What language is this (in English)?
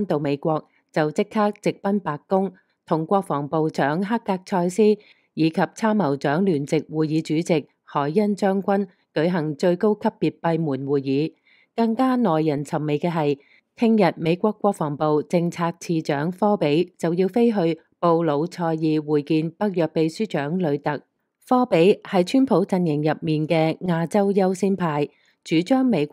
Cantonese